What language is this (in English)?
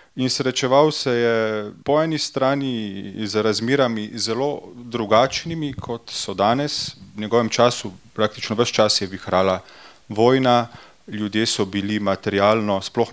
Slovenian